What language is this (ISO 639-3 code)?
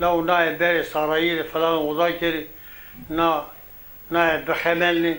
zza